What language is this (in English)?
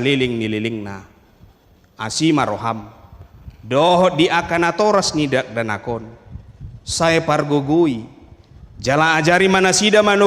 Batak Toba